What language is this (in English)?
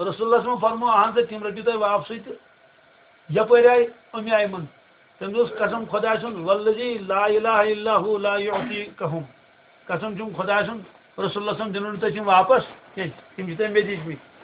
Kashmiri